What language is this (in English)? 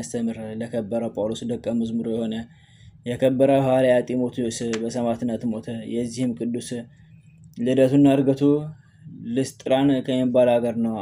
Amharic